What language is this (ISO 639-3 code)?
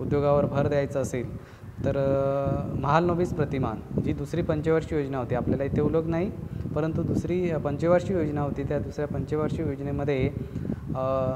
mar